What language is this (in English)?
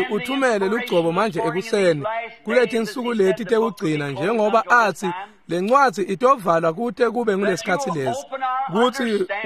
Swati